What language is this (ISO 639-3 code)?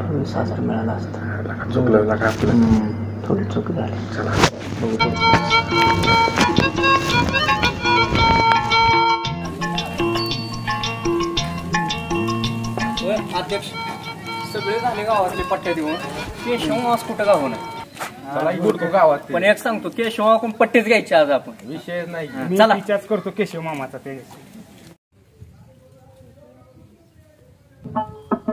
mar